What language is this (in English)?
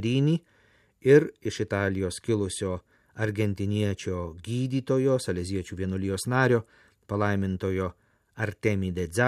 Lithuanian